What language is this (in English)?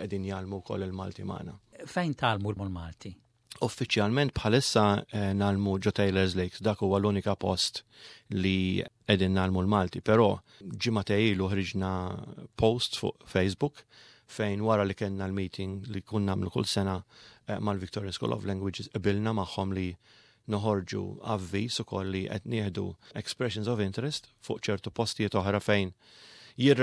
Maltese